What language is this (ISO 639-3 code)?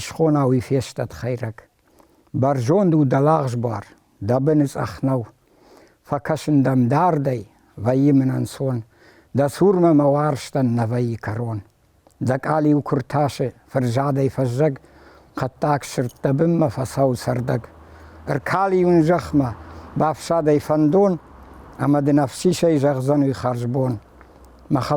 oss